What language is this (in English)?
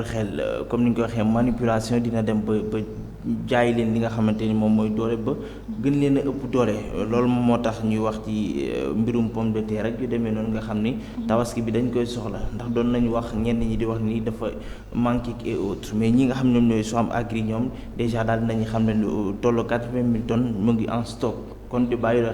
Wolof